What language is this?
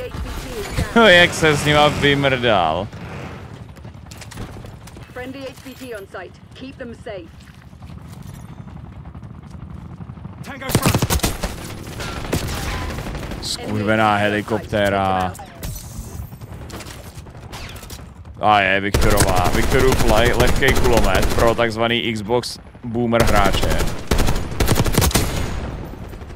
Czech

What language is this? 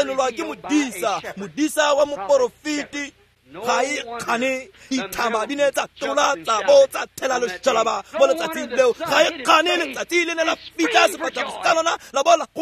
Tswana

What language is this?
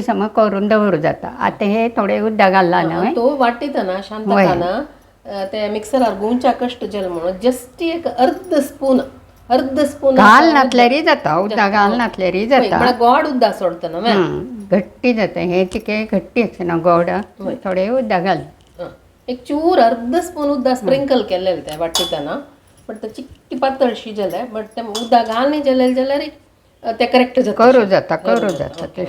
Konkani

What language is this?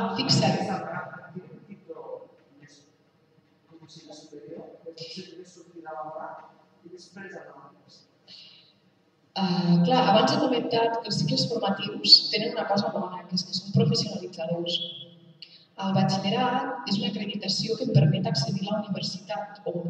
Catalan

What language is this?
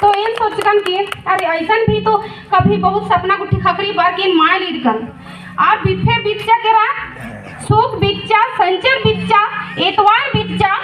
Kurukh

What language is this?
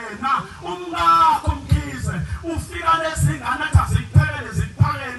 Zulu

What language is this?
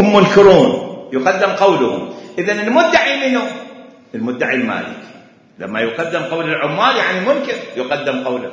Mesopotamian Arabic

